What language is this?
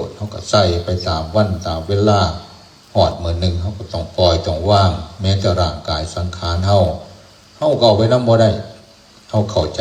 Northeastern Thai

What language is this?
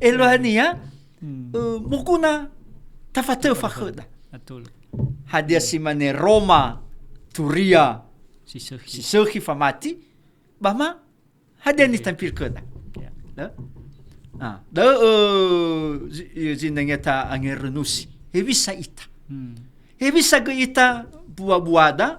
Nias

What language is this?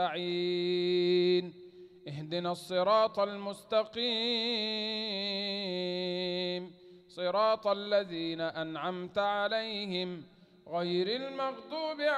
Arabic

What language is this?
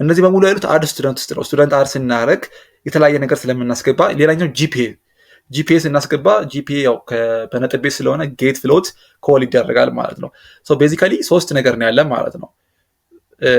Amharic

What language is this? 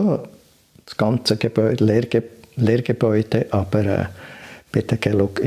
Swiss German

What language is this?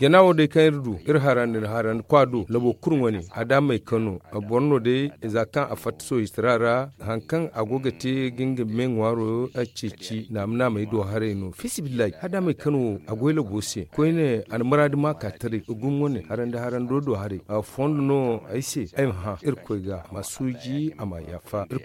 Zarma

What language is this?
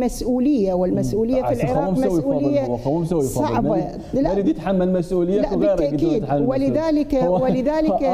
Mesopotamian Arabic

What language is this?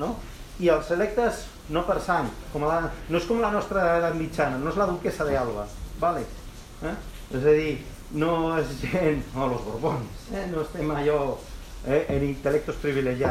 Catalan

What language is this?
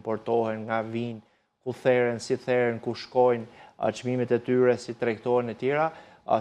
Albanian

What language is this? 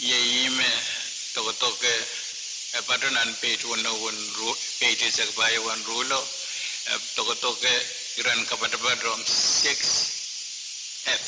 Pohnpeian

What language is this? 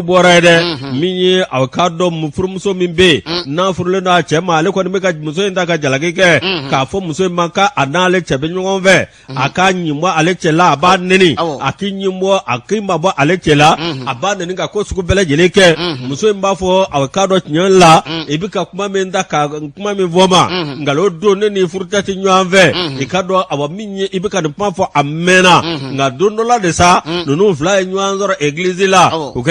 Bambara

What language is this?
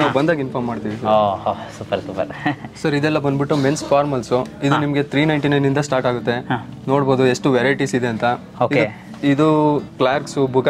Kannada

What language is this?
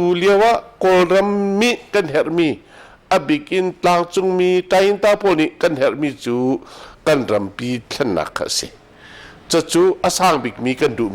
Hakha Chin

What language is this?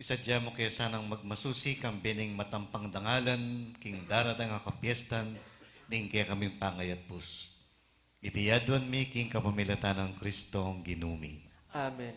Pampanga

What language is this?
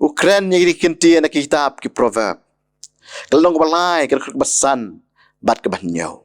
Khasi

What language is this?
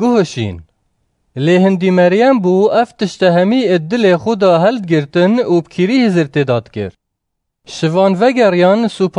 Kurdish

